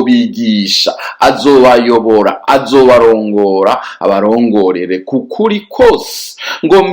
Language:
Rundi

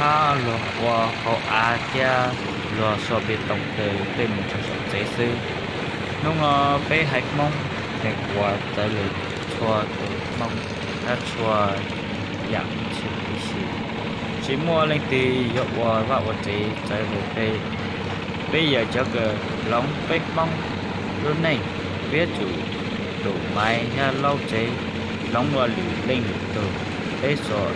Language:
Hmong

